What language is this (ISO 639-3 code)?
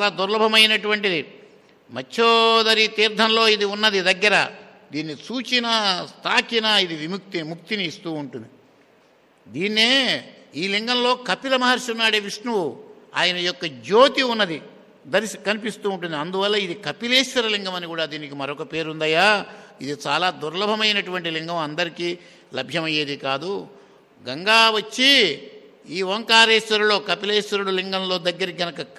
tel